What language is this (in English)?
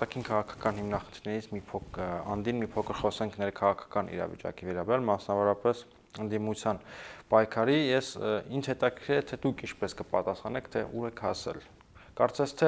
Armenian